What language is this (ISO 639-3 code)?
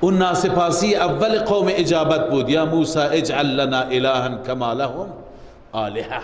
fas